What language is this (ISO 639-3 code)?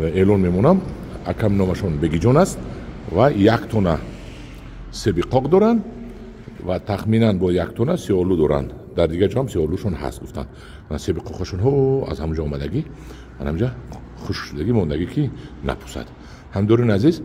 tgk